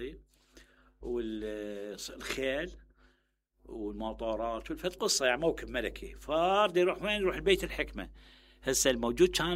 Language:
Mesopotamian Arabic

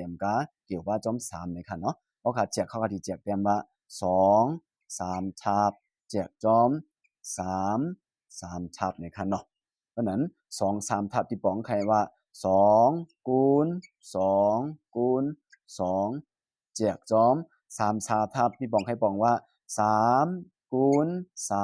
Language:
Shan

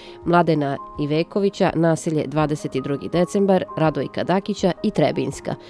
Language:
Serbian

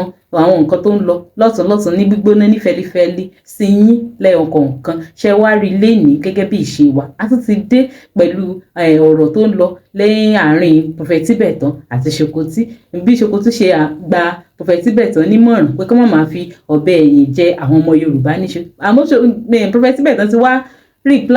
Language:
Yoruba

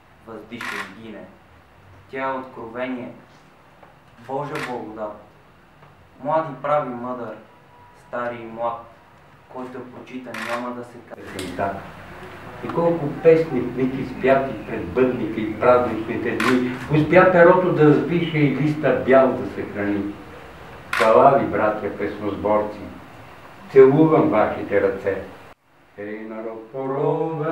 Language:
Bulgarian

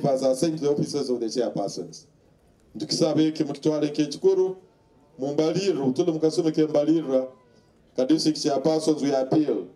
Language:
Nyoro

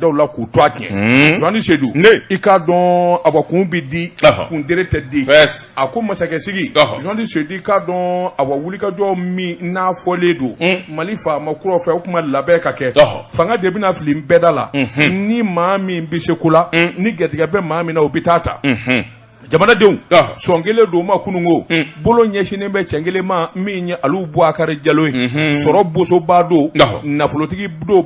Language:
Bambara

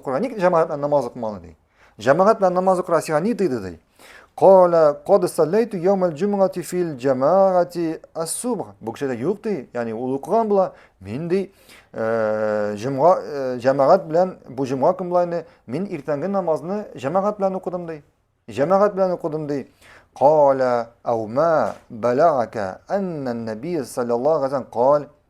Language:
Tatar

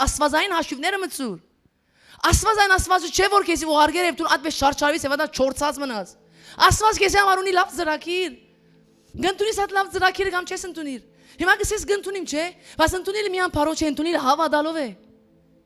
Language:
Western Armenian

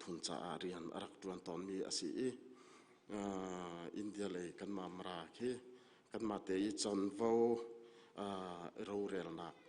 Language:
Hakha Chin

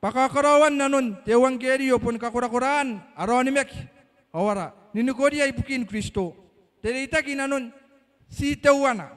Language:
Gilbertese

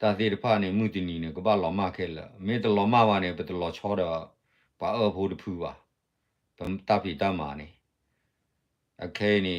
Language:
S'gaw Karen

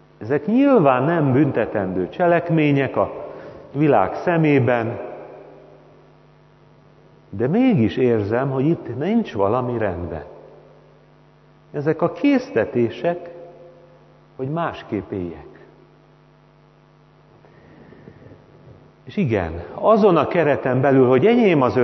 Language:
Hungarian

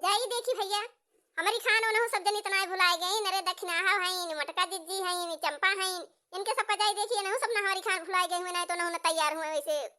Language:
Awadhi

